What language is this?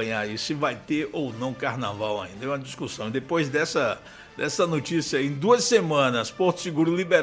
Portuguese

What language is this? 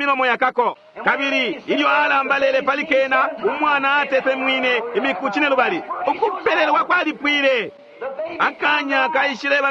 Bemba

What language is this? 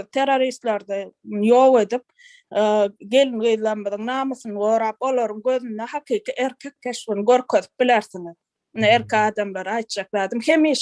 Turkmen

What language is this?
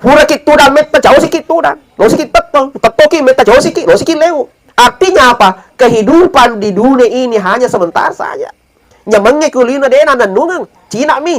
Buginese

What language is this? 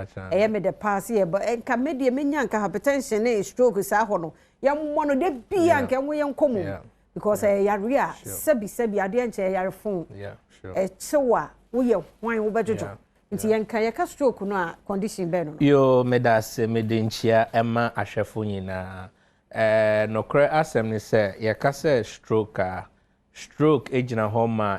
Akan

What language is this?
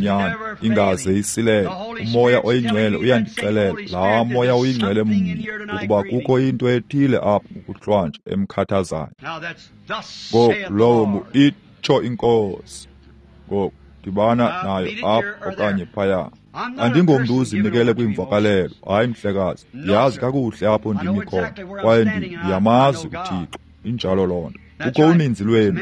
Xhosa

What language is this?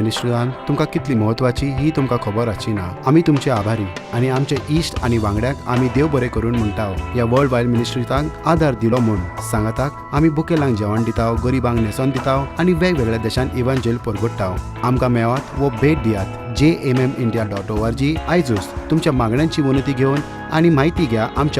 Konkani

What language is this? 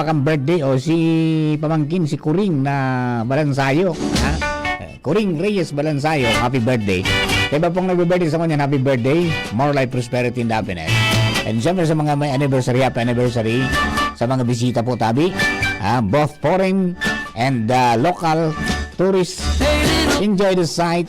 Bikol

